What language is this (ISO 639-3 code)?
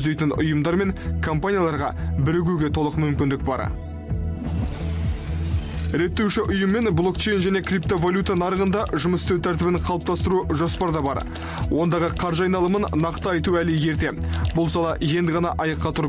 kaz